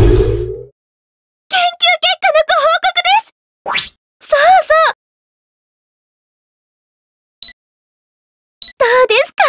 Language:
Japanese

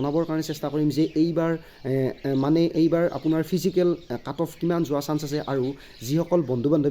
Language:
Assamese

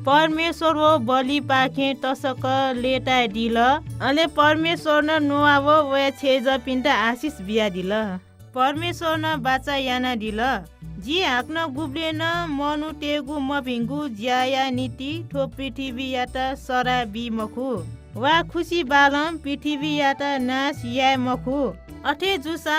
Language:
Newari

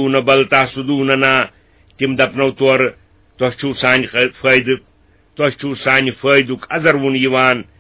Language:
Kashmiri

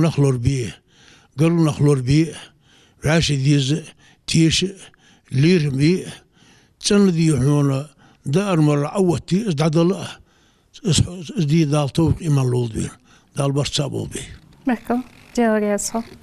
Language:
Ingush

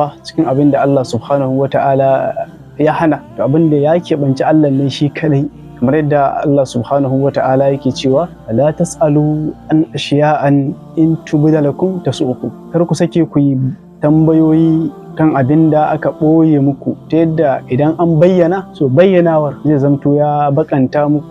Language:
Hausa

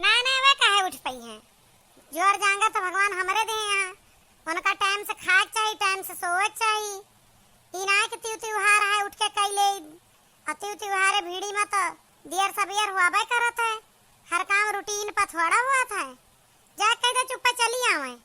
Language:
Awadhi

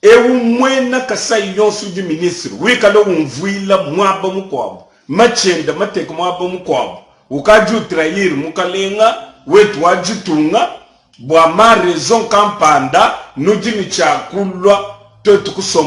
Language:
Luba-Lulua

